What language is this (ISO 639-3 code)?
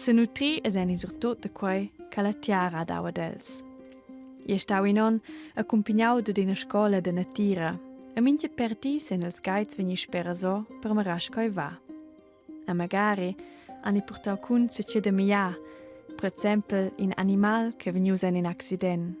roh